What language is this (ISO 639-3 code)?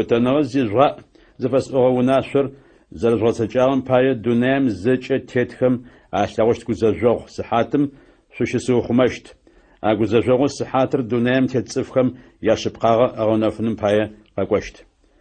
ady